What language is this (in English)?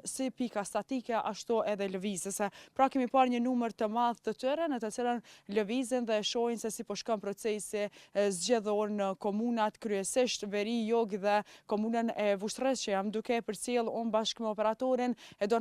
Albanian